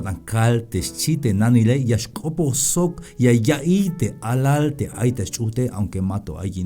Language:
Tzeltal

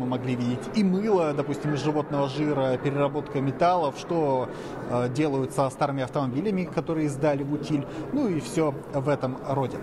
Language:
Russian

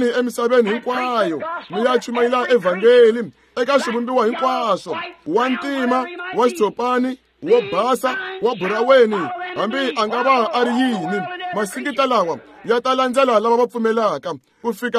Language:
Tsonga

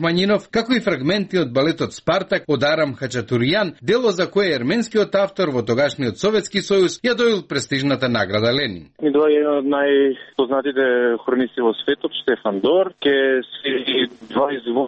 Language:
Macedonian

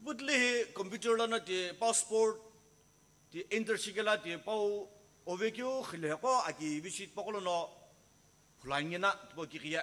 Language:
Sumi Naga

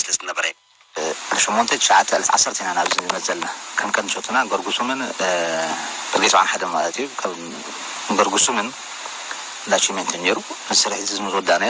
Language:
Tigrinya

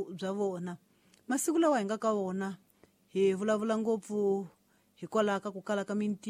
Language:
Tsonga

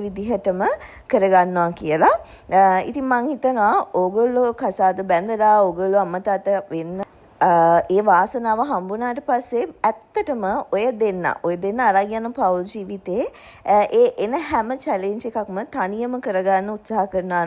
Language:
Sinhala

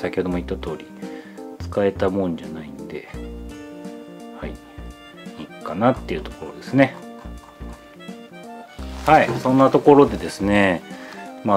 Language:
Japanese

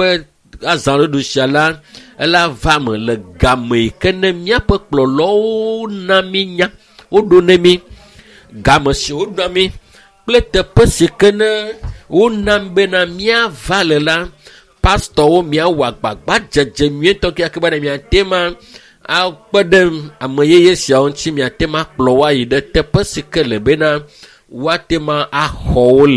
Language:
Ewe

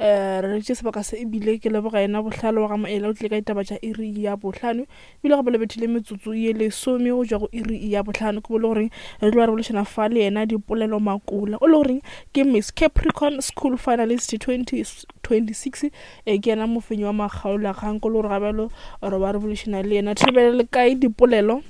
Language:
Northern Sotho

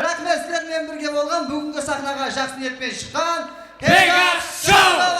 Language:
Kara-Kalpak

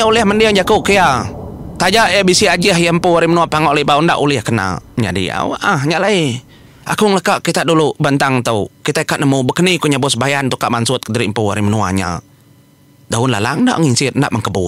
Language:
Iban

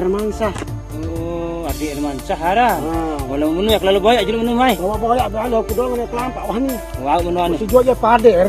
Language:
Sasak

